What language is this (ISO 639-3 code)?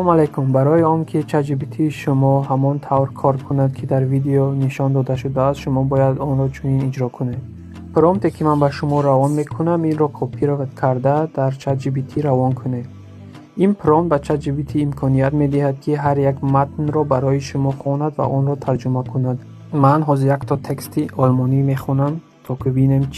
tgk